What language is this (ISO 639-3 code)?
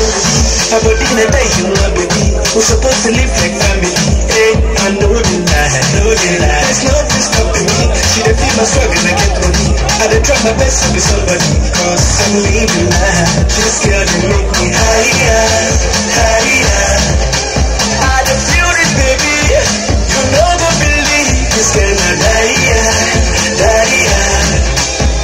swa